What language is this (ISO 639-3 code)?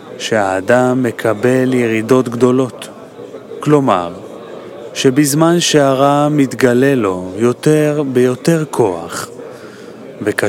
heb